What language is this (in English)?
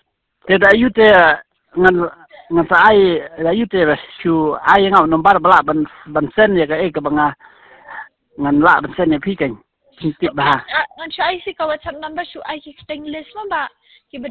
Khasi